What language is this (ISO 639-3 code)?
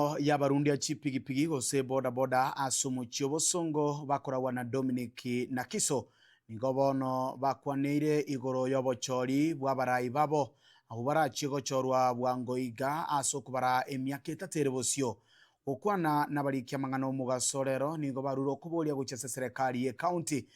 guz